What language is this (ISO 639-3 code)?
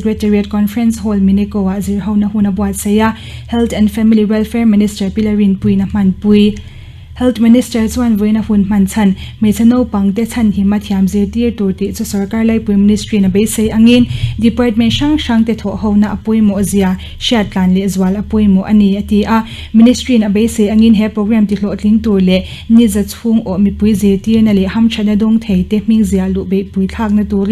lus